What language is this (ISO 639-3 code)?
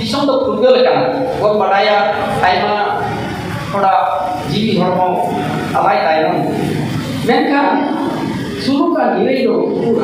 sat